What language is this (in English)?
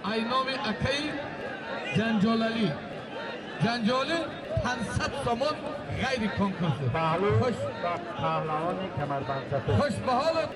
Tajik